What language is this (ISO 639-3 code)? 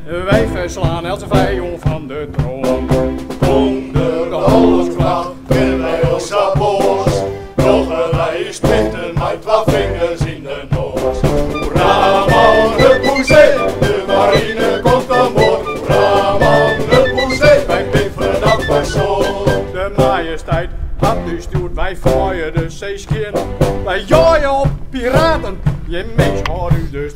fry